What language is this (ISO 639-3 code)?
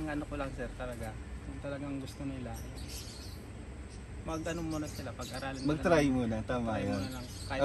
fil